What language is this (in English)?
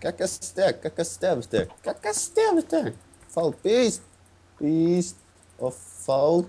Faroese